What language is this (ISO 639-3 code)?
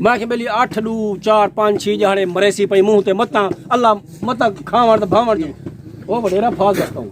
skr